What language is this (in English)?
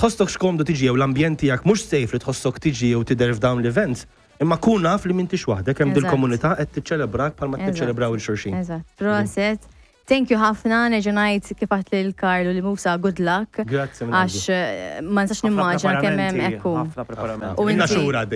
Maltese